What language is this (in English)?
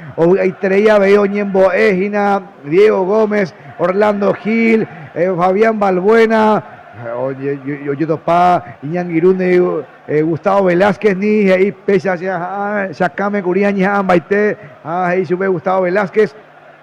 Guarani